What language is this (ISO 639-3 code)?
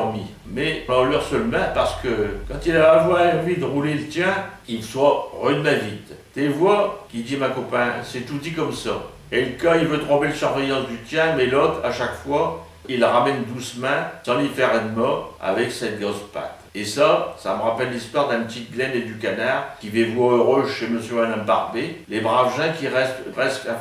pcd